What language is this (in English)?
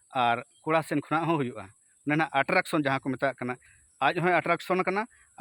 Santali